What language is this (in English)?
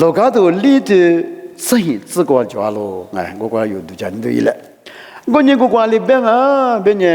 Lisu